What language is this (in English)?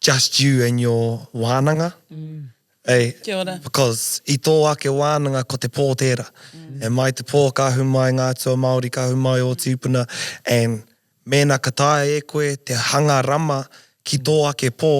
Māori